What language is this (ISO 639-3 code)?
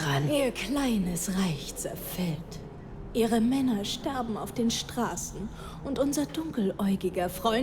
bar